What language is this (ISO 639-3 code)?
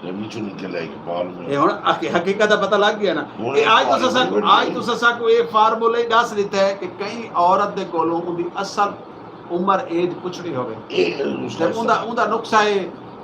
skr